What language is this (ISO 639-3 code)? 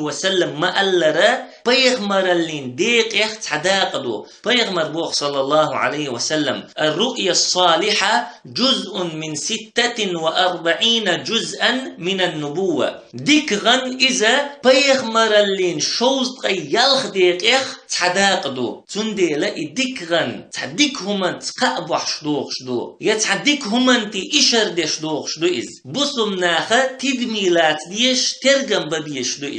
che